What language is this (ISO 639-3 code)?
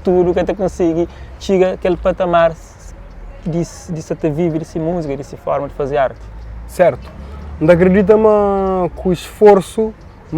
kea